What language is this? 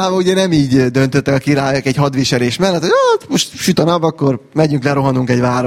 Hungarian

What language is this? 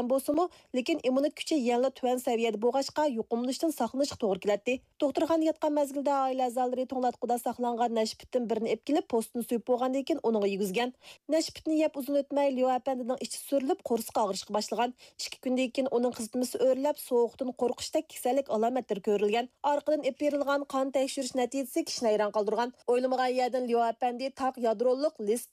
Uyghur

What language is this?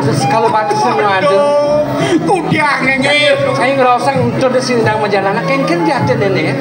Balinese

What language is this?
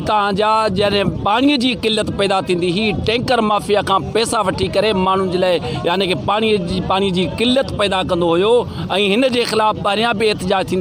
Sindhi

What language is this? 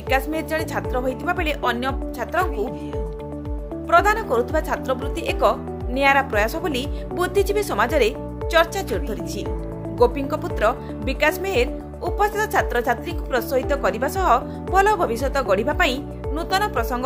Odia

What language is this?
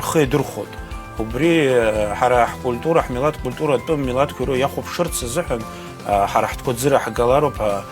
Abkhazian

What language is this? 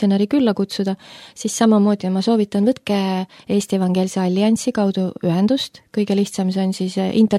Estonian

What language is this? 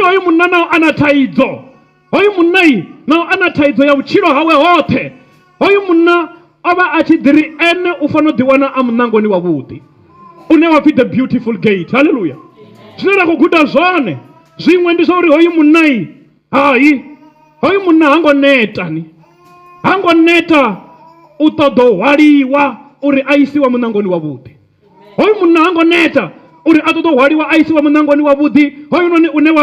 Venda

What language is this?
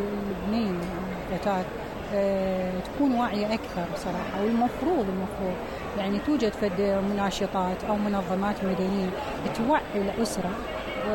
Mesopotamian Arabic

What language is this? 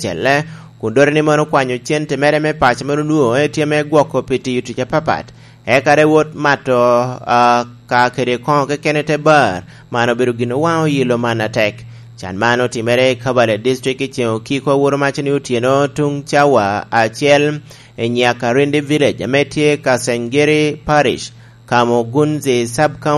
Lango (Uganda)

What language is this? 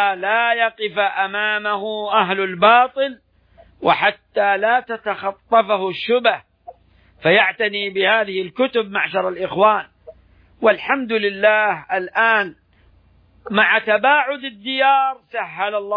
Arabic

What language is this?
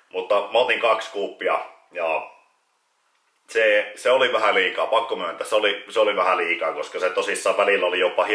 Finnish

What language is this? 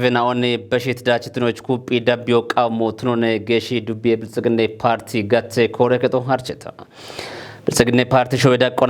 Kafa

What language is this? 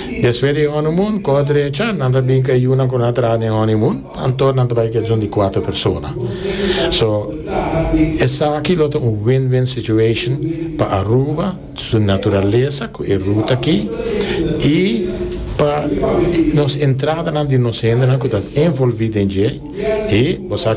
Papiamento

